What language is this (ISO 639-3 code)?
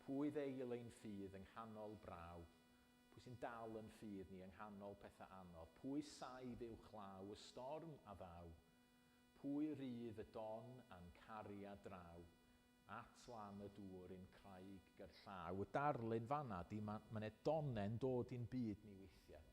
cym